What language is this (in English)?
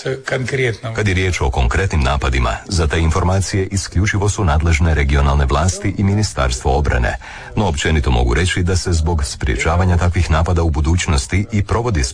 Croatian